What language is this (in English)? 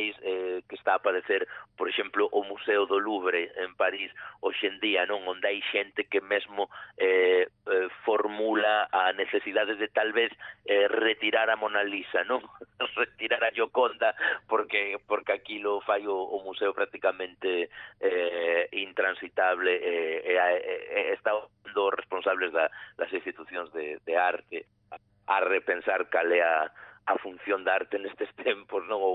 Galician